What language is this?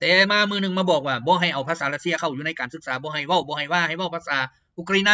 Lao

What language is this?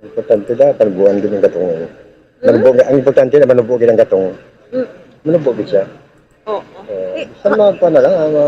Hiligaynon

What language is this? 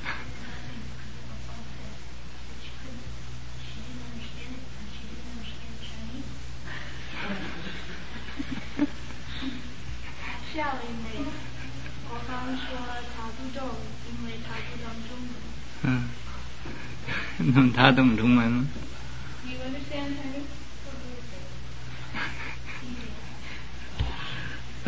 Chinese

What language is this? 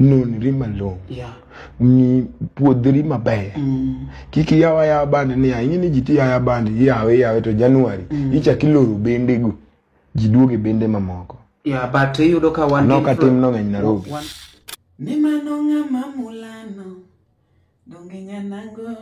Luo (Kenya and Tanzania)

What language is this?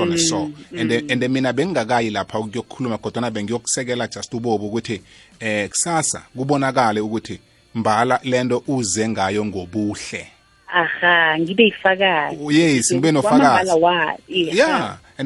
South Ndebele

